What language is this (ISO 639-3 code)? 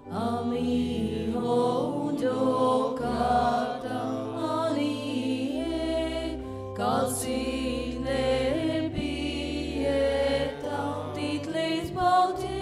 kok